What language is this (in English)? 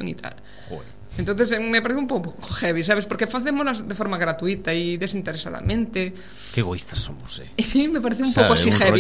Galician